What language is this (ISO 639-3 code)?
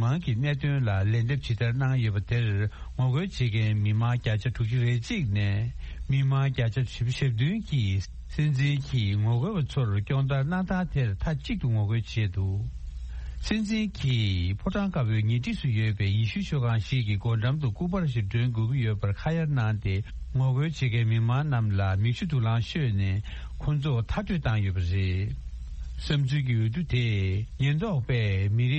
bod